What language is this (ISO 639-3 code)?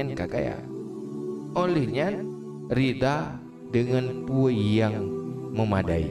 ace